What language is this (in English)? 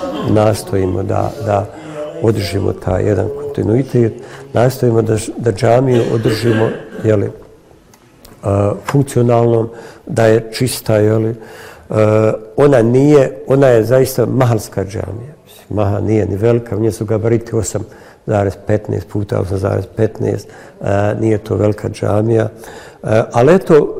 Bosnian